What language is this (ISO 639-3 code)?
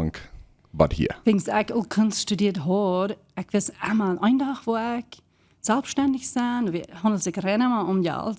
pdt